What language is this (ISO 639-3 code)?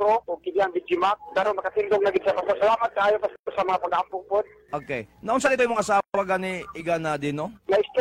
ceb